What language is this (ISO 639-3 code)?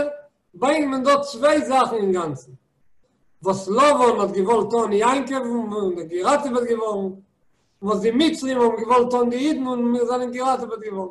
yid